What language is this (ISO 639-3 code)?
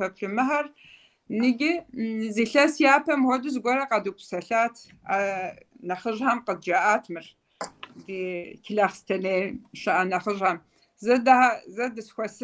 kbd